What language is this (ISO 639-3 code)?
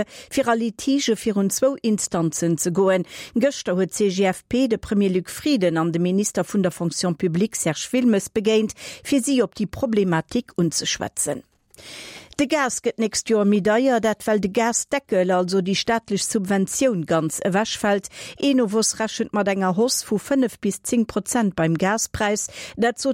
ltz